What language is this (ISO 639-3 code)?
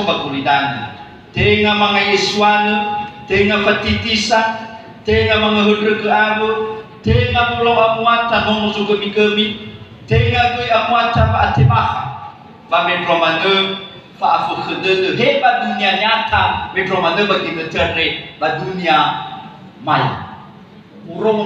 nia